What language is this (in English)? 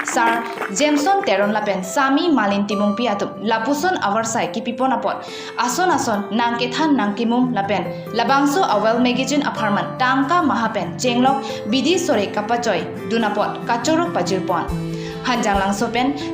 Karbi